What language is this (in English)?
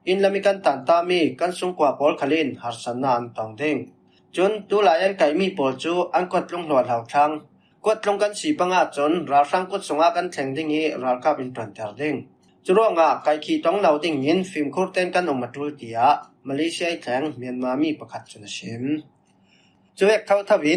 Falam Chin